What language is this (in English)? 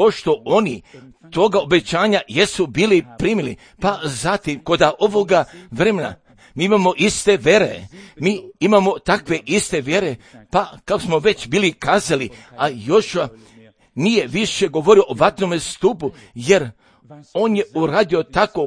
Croatian